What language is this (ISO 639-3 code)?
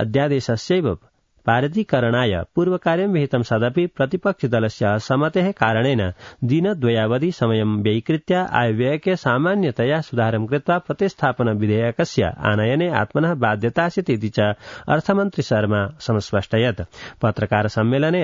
san